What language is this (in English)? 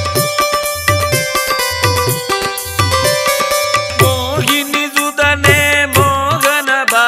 Tamil